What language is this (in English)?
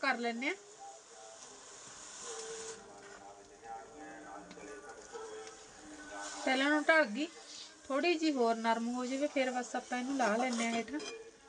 Punjabi